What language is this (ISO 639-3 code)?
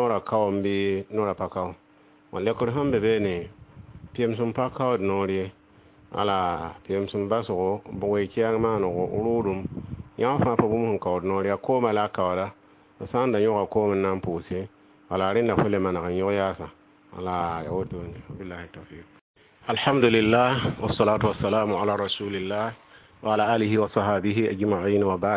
mos